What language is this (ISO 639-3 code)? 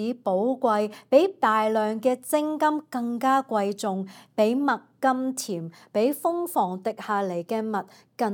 yue